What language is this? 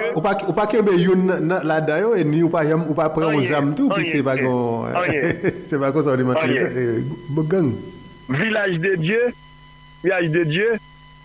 Haitian Creole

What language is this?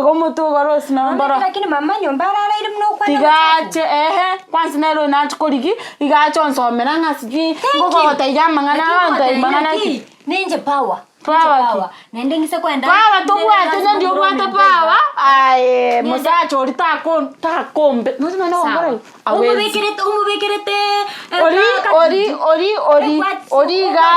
Gusii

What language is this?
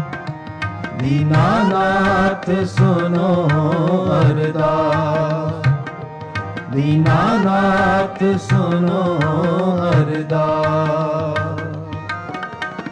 Punjabi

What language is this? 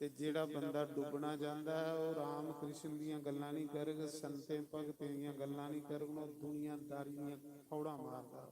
Dogri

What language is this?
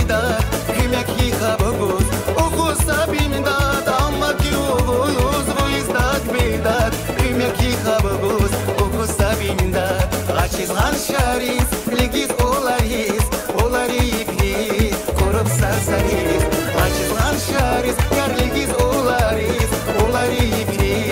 Tabassaran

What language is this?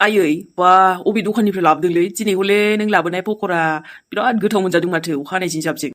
Bodo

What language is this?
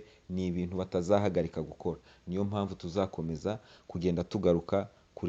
Kinyarwanda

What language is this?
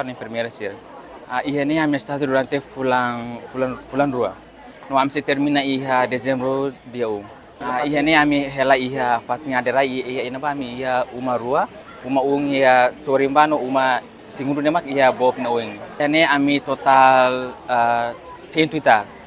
Tetum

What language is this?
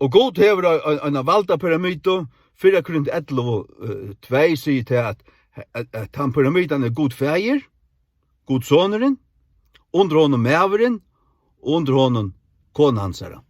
Faroese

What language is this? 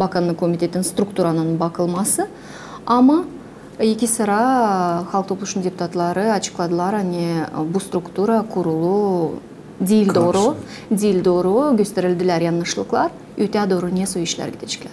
Gagauz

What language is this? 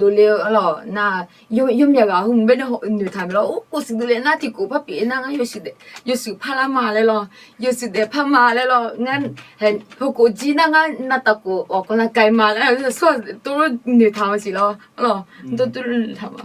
Akha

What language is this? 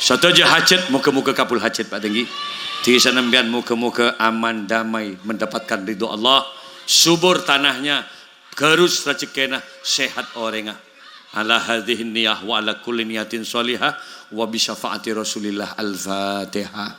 Madurese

